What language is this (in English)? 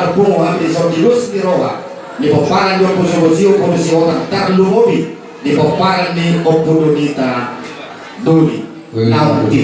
Batak Toba